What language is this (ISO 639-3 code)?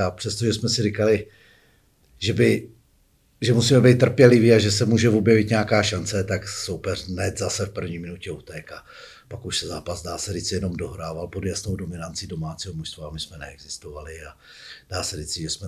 ces